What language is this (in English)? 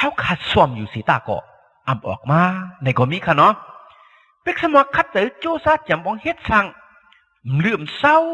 Shan